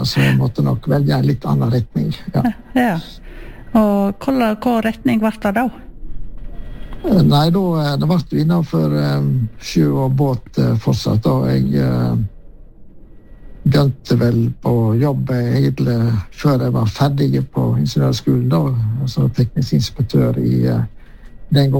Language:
Norwegian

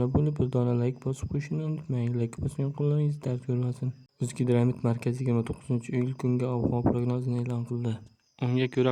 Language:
Uzbek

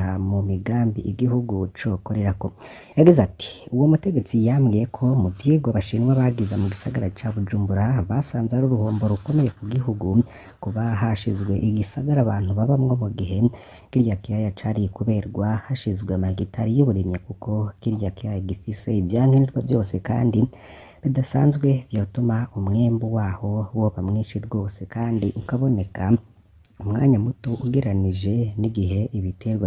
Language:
Rundi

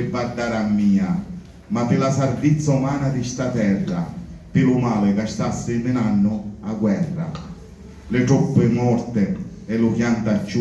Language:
Sicilian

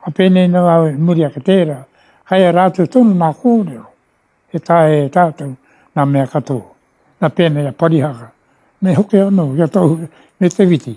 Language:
Māori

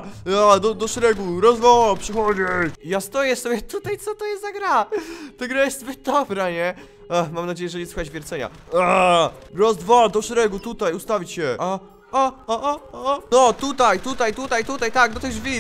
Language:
Polish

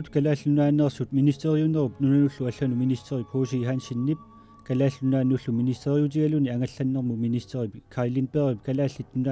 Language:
Kalaallisut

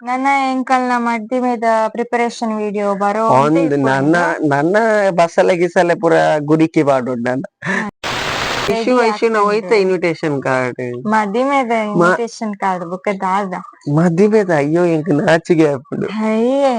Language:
Tulu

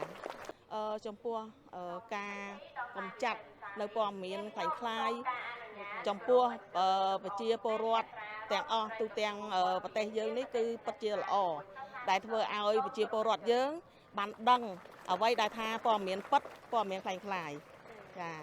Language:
Khmer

